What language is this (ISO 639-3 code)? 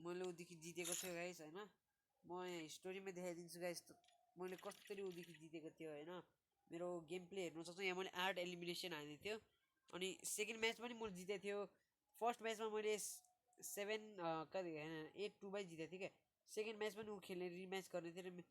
nep